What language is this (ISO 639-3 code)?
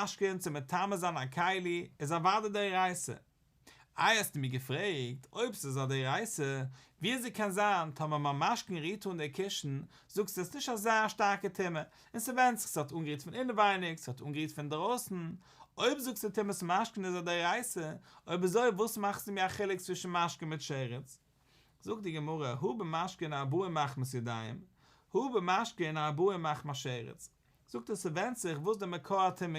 yid